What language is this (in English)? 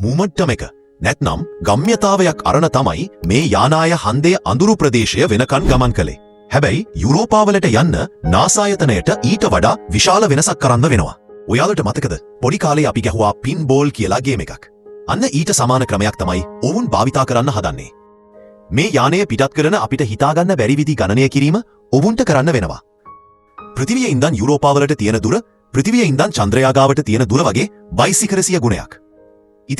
Sinhala